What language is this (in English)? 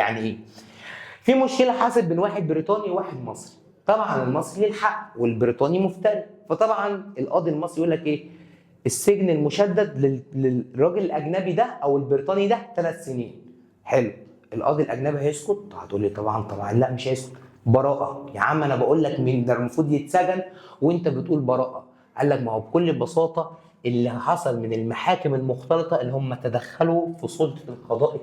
Egyptian Arabic